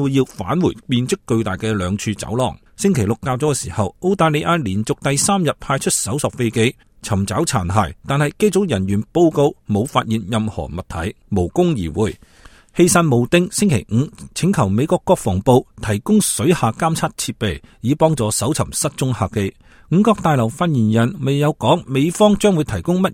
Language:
Cantonese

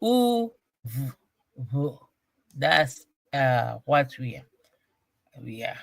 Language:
Ewe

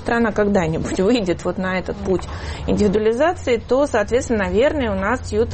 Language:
Russian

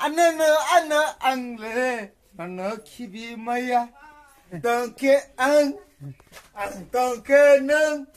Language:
Kok Borok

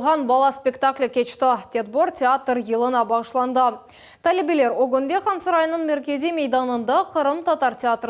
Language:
Crimean Tatar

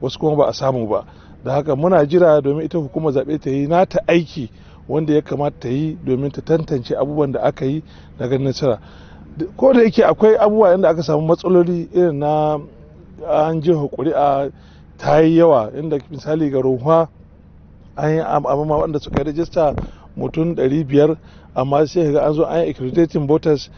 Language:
Hausa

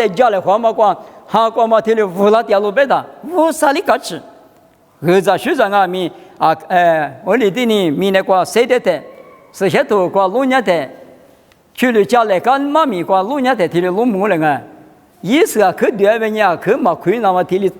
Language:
Lisu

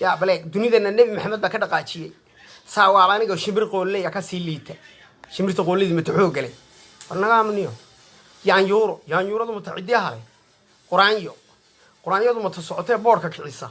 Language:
Somali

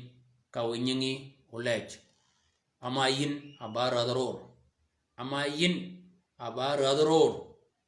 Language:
Shilluk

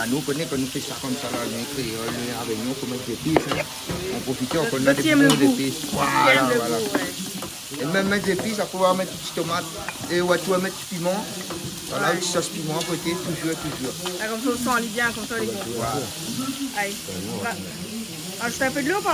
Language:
Réunion Creole French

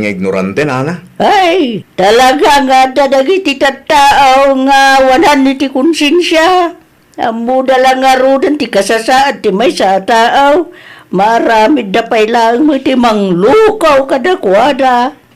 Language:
Iloko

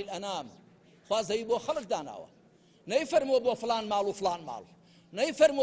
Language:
Central Kurdish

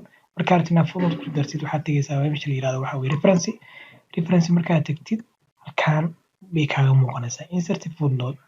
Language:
Somali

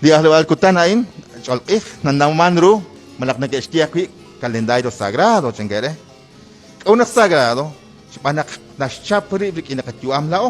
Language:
Kekchí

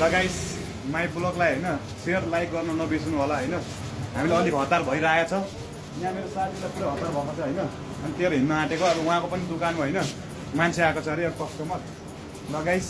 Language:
Nepali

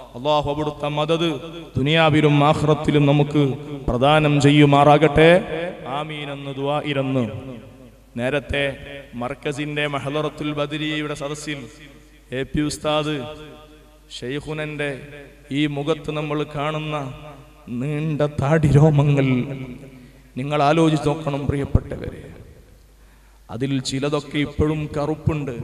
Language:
Malayalam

